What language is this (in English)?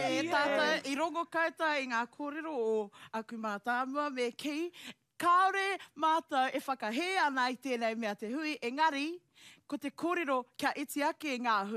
Māori